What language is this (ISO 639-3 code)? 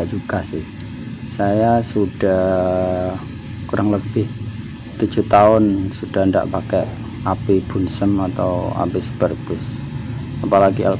ind